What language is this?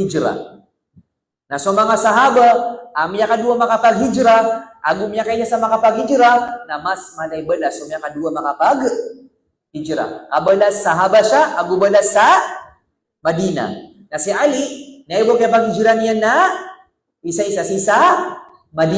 Maranao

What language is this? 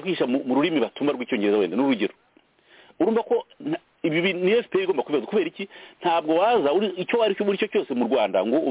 Kinyarwanda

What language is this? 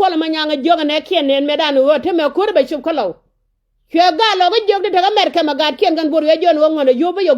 Nuer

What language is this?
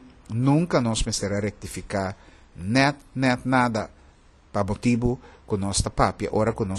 Papiamento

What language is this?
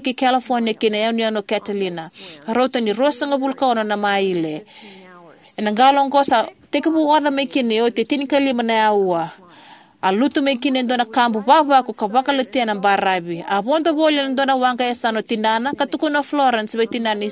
Fijian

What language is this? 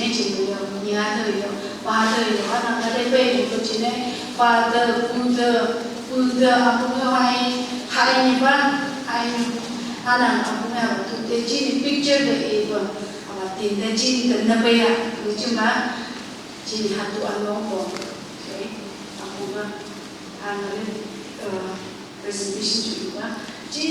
Phom Naga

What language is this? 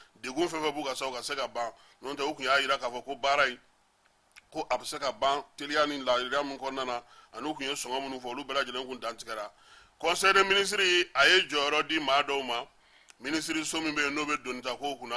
Bambara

